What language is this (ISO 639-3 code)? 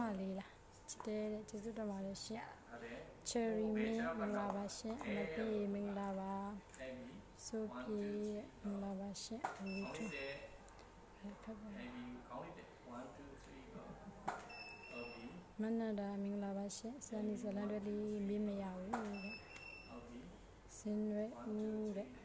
mya